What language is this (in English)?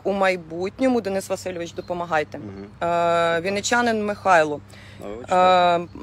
Ukrainian